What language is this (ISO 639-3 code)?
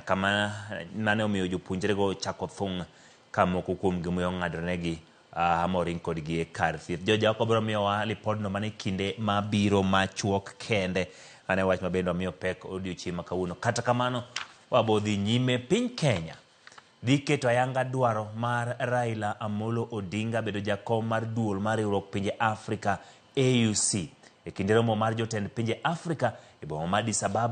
luo